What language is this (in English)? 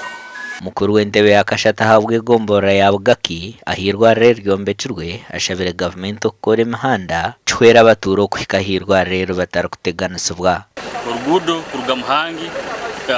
Nyankole